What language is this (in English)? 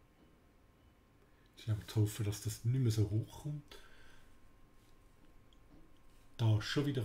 German